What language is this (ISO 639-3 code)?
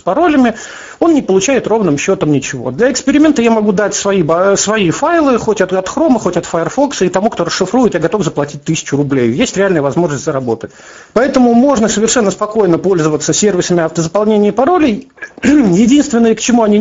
rus